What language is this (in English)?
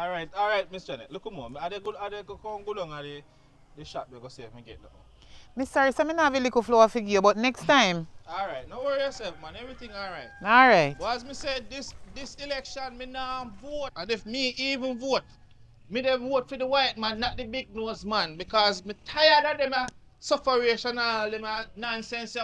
Jamaican Creole English